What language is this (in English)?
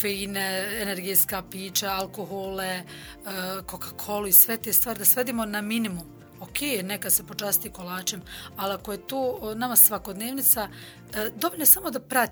Bosnian